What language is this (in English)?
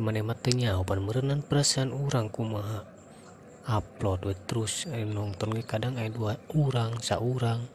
Sundanese